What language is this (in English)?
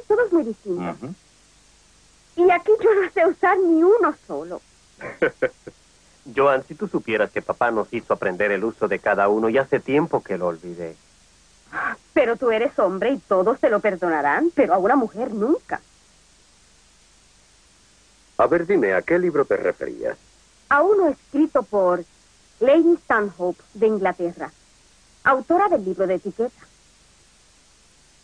Spanish